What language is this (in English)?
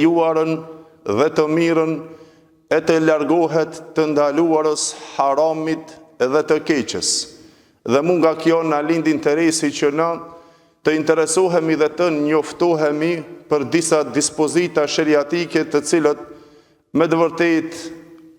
Albanian